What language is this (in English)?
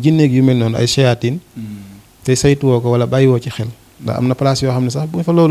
Wolof